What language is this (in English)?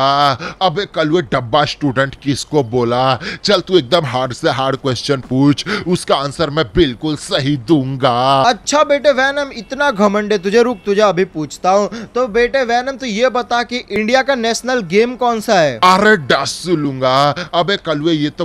Hindi